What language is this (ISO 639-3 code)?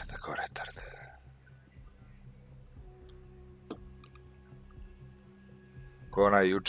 srp